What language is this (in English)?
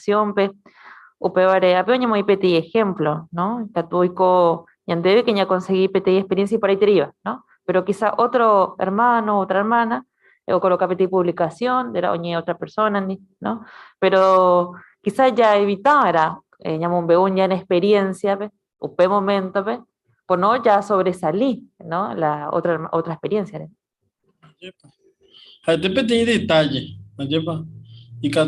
Guarani